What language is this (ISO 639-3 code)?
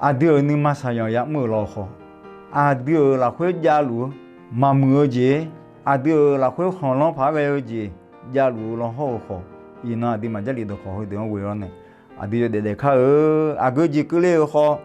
ahk